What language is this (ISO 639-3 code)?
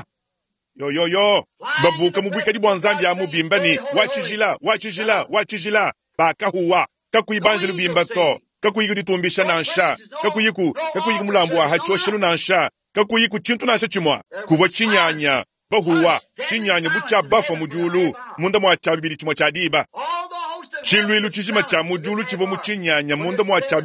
lua